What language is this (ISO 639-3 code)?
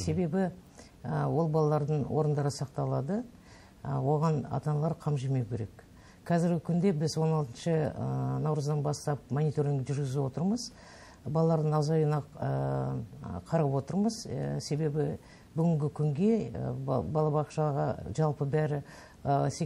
kaz